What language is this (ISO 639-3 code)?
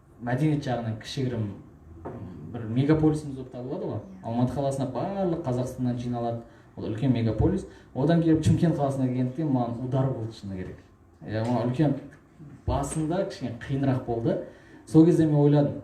kaz